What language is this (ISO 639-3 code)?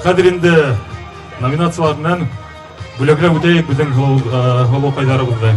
bak